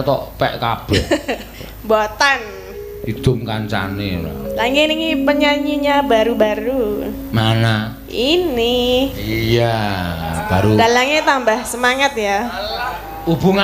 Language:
Javanese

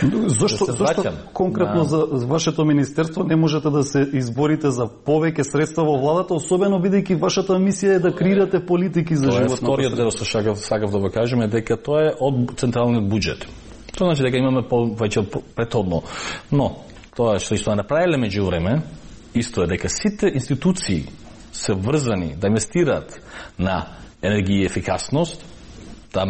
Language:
Macedonian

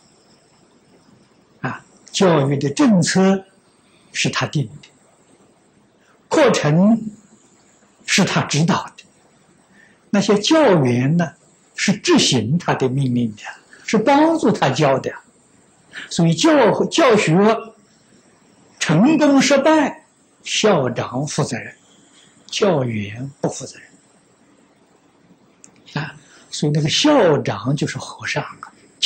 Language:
Chinese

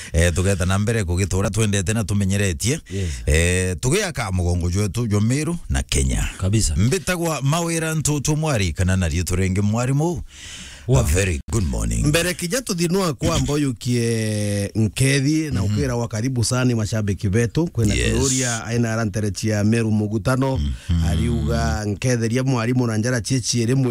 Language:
Meru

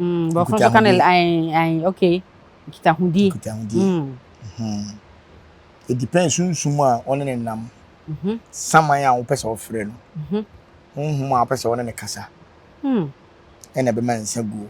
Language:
Akan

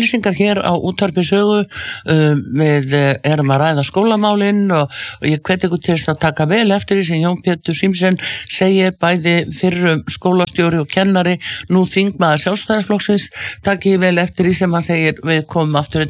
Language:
Icelandic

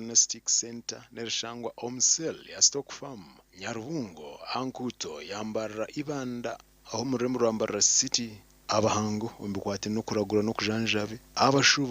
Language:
Nyankole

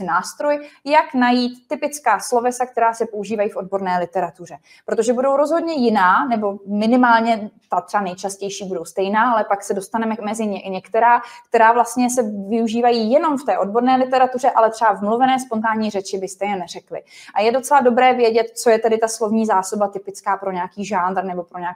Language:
Czech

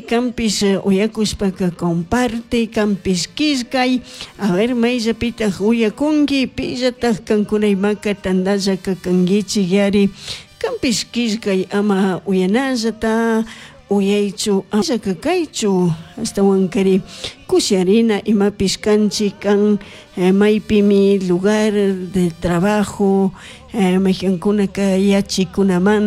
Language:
Chimborazo Highland Quichua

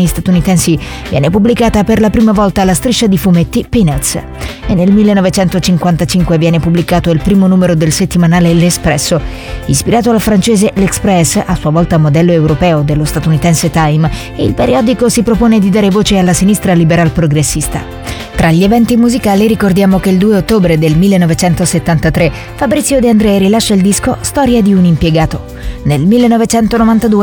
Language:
Italian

